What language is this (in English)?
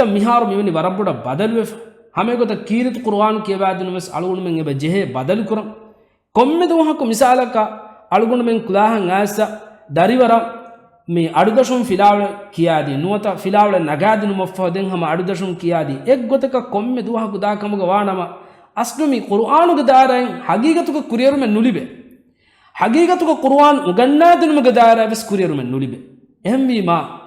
Divehi